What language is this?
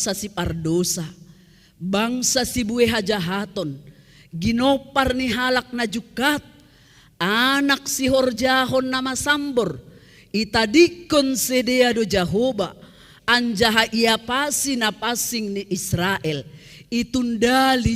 Batak Simalungun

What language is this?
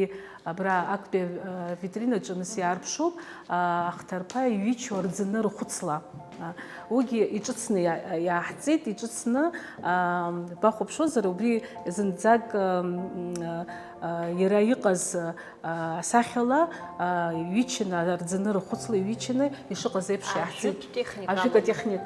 Abkhazian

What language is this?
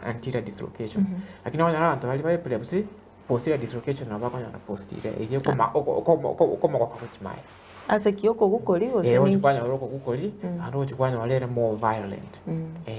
Gusii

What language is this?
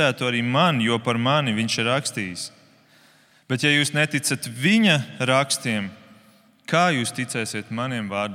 Latvian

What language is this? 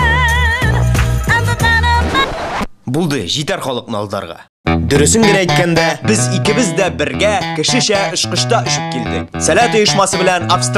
Tatar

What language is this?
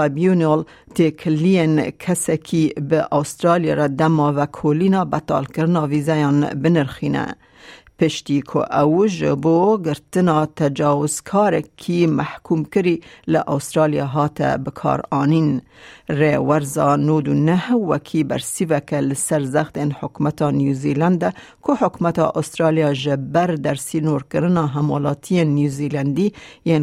Kurdish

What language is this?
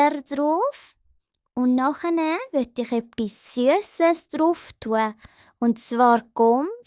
Swiss German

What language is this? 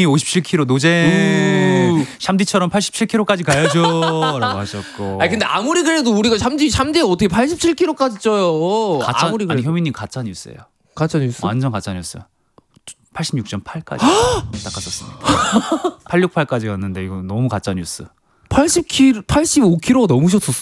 Korean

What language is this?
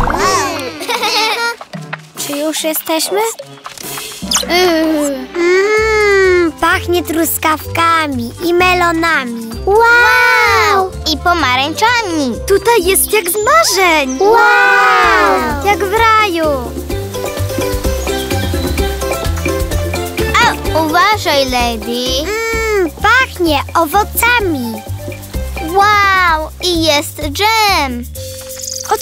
Polish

